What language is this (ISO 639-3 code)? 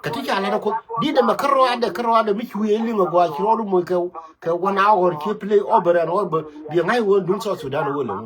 nus